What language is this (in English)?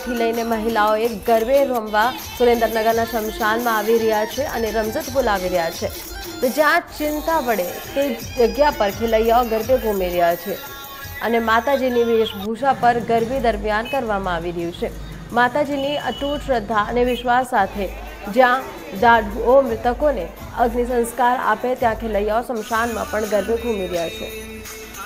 Gujarati